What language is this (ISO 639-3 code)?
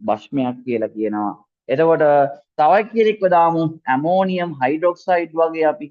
sin